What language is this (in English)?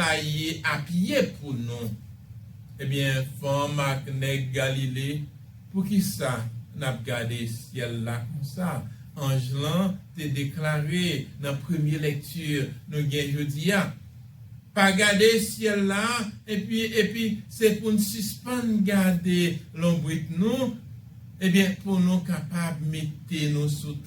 Haitian Creole